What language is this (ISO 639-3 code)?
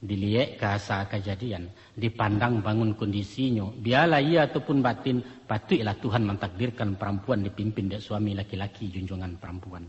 min